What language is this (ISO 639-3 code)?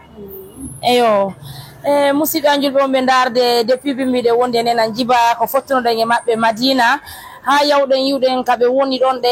fuf